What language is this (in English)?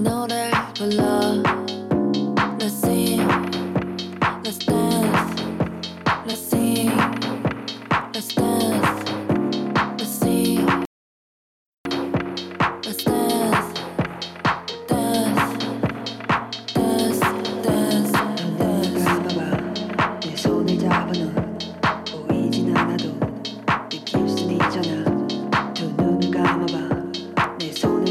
Korean